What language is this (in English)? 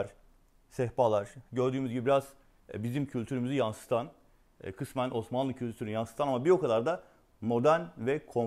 Turkish